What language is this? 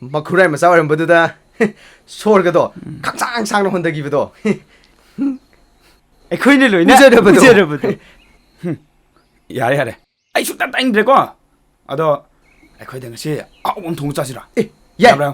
Manipuri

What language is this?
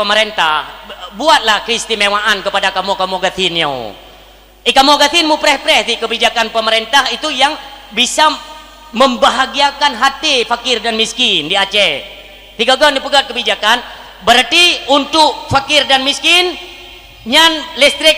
Achinese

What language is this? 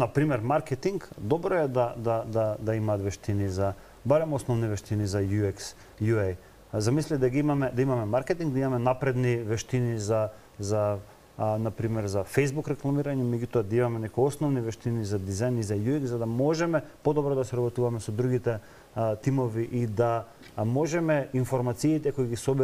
Macedonian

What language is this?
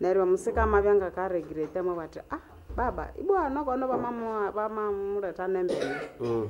Nande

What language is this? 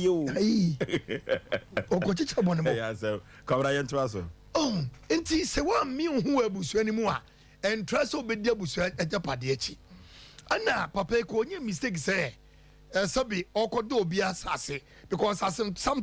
Akan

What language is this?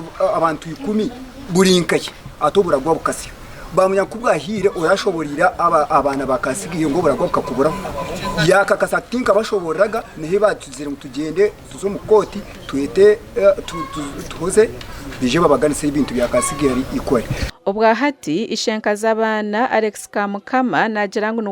Nyankole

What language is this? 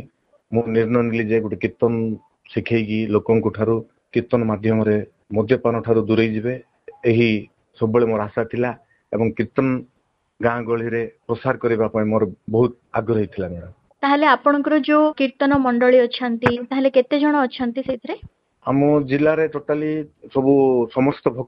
Odia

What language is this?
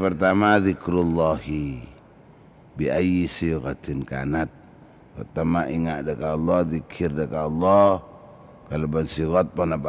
Madurese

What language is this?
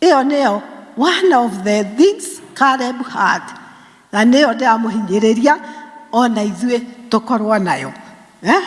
Kikuyu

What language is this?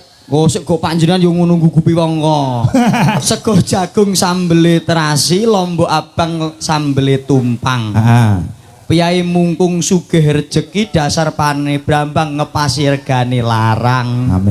Javanese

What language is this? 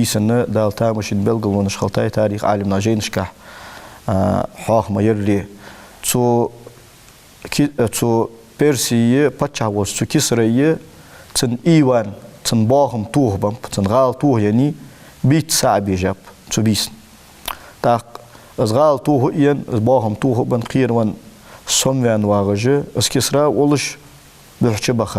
Ingush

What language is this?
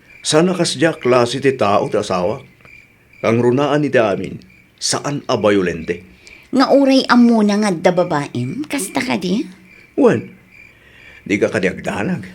Iloko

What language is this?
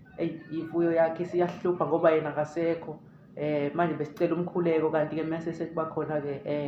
Zulu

